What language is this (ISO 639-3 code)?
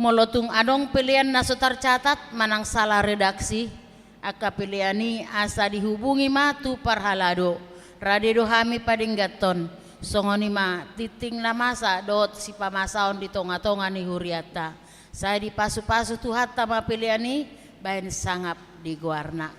bbc